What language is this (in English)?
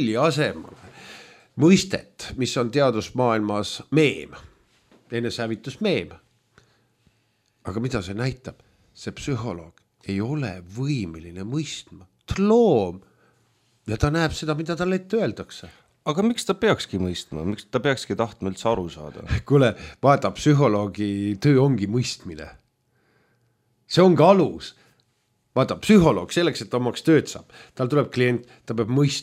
Estonian